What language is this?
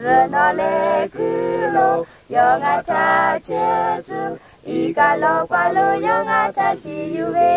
Lahu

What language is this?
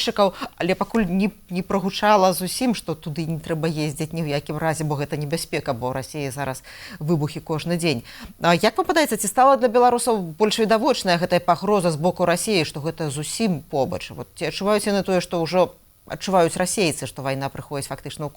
Belarusian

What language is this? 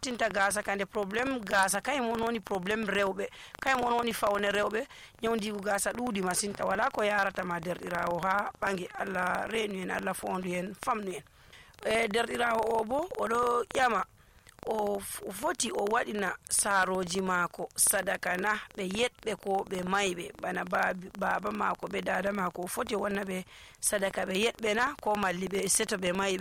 Nigerian Fulfulde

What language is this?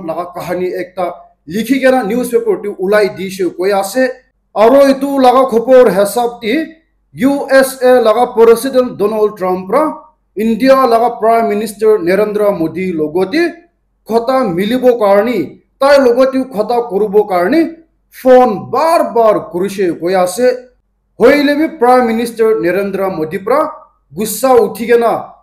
Naga Pidgin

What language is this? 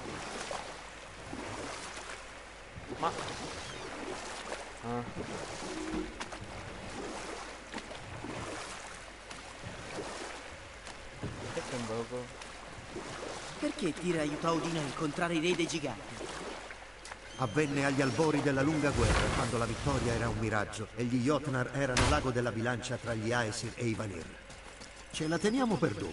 Italian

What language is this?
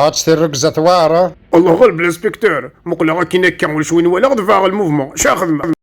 Kabyle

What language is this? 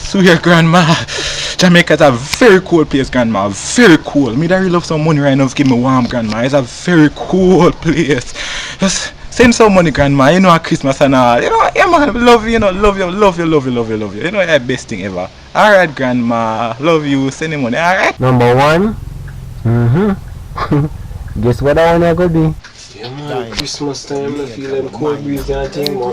Jamaican Creole English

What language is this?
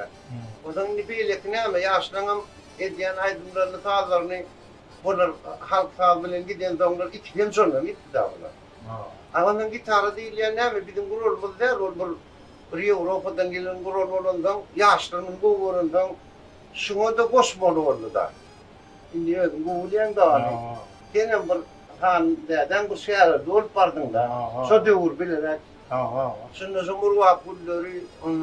Turkmen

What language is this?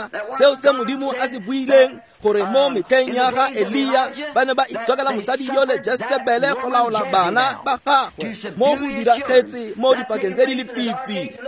Tswana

